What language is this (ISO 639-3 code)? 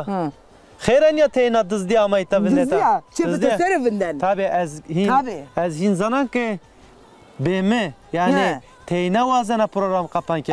zza